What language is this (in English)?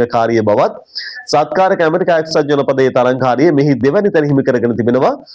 Sinhala